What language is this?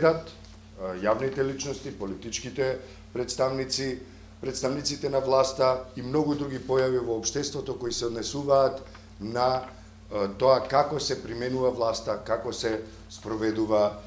Macedonian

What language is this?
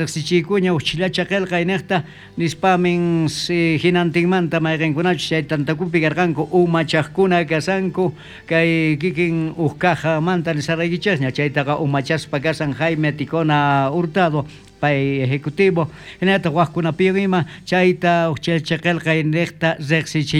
South Bolivian Quechua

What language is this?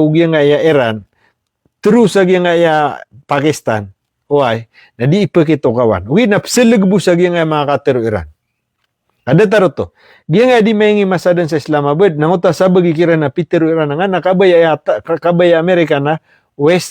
Maranao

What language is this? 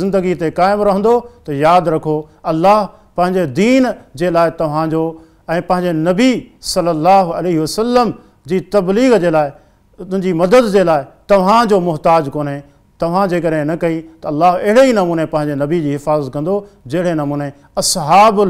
Sindhi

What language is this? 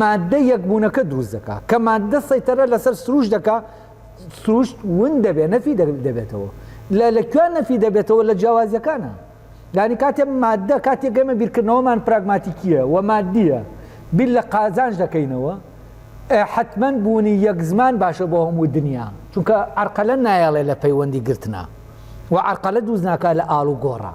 Central Kurdish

